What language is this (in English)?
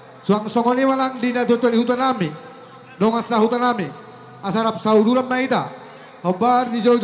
Batak Toba